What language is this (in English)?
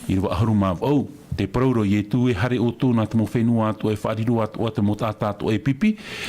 Tahitian